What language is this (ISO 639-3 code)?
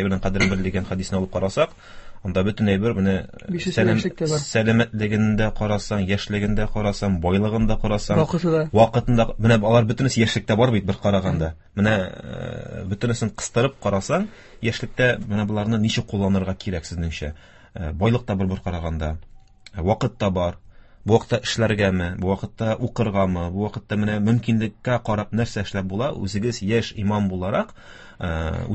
tat